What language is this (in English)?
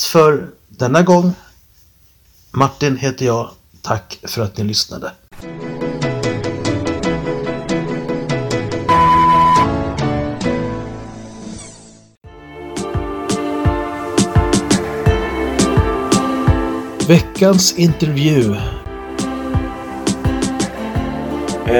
Swedish